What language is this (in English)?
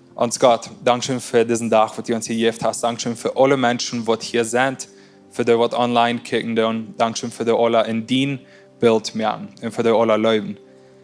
Plautdietsch